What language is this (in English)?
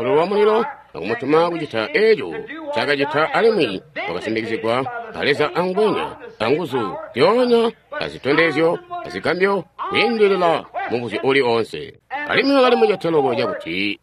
Tonga (Zambia)